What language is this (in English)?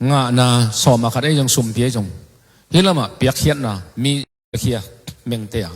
Tedim Chin